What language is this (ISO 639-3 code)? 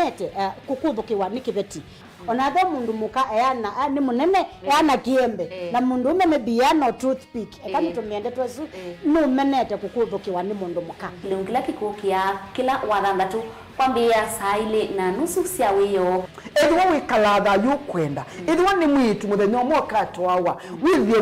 kam